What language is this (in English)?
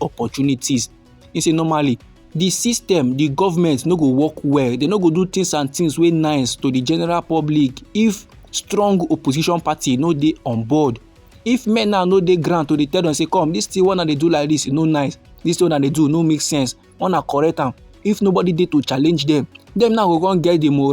Nigerian Pidgin